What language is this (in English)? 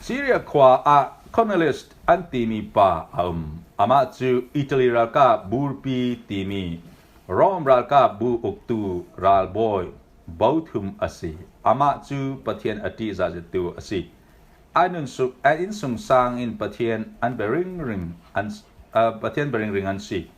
Falam Chin